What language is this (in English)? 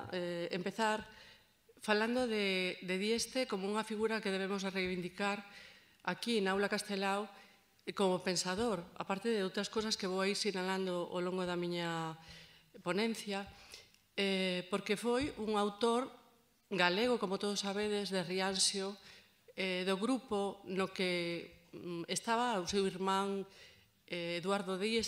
Galician